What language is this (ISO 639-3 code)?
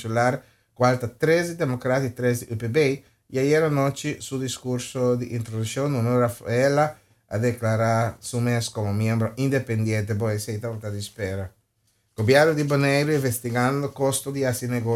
pap